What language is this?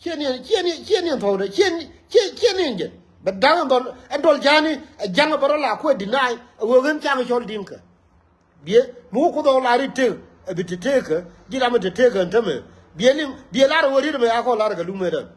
Nuer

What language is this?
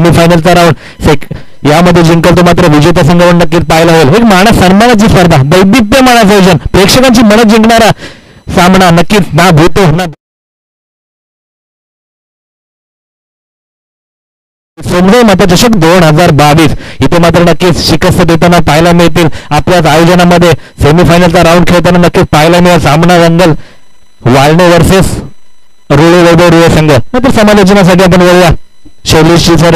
Marathi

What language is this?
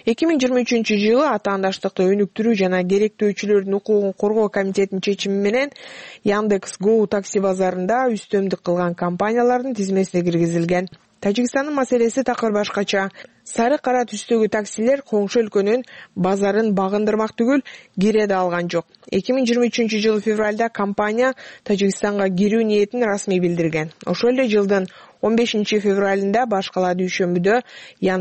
Kyrgyz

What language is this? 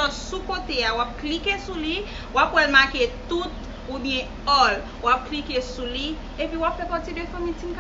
Haitian Creole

